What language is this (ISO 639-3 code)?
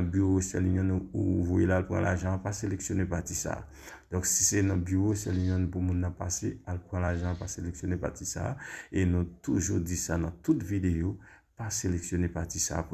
hat